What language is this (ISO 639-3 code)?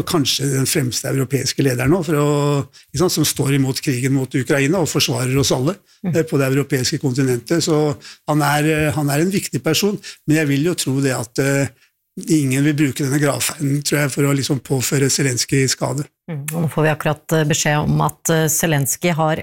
nor